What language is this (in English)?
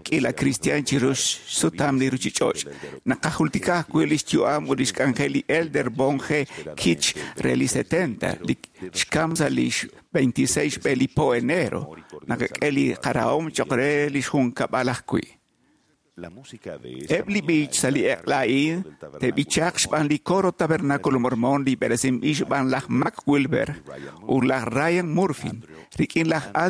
Kekchí